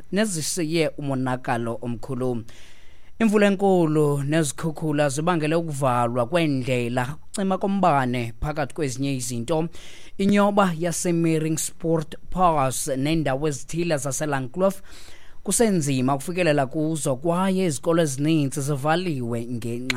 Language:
Xhosa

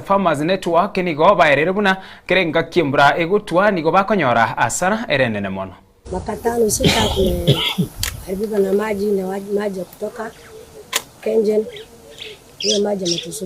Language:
Gusii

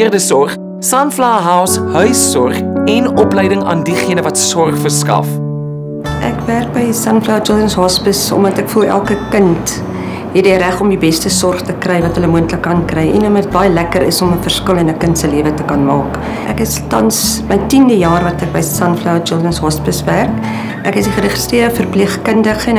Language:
Afrikaans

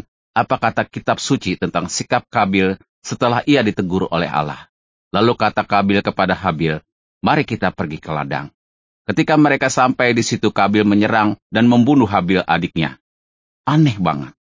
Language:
Indonesian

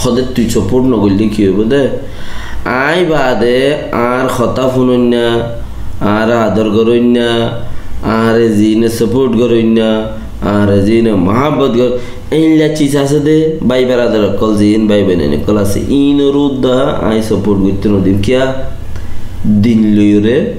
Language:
Rohingya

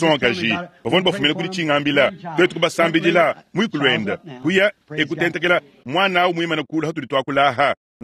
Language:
Luba-Lulua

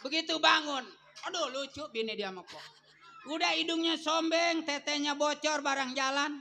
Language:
Betawi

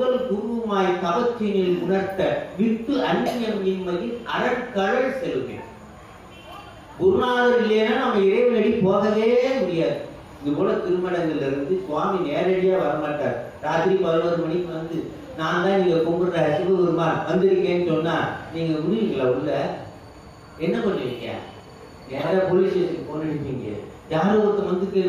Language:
Tamil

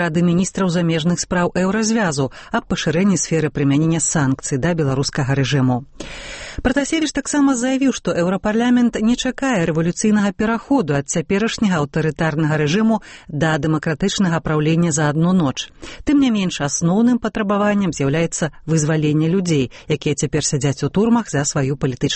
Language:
Belarusian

